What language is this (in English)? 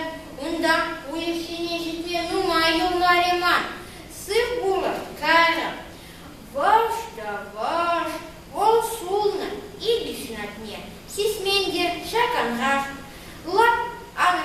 Chuvash